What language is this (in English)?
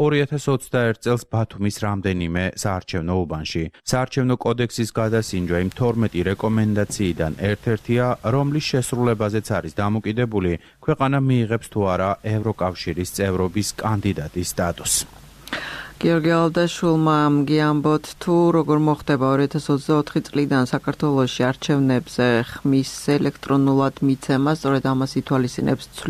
Georgian